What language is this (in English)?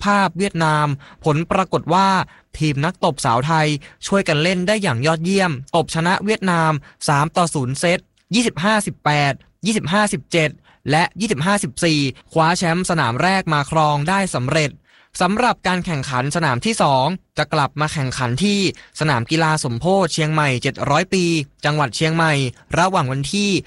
Thai